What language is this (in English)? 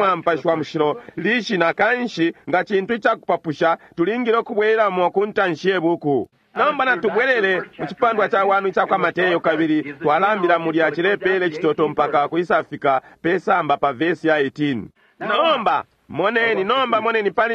Bemba